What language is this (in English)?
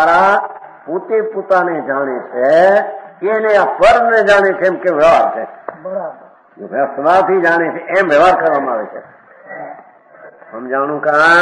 Gujarati